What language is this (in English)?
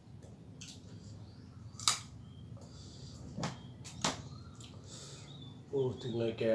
Lao